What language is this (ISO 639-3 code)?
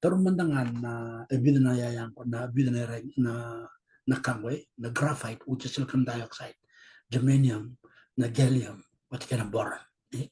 fij